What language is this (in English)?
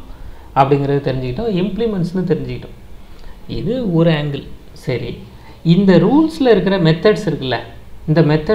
Tamil